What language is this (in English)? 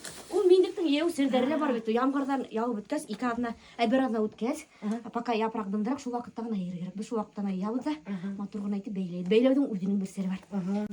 Bashkir